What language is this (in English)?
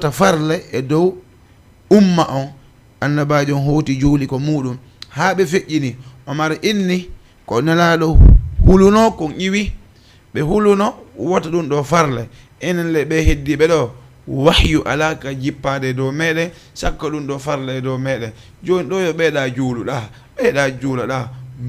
Fula